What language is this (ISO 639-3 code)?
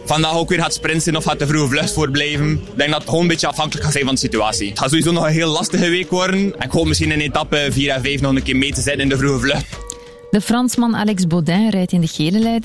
nld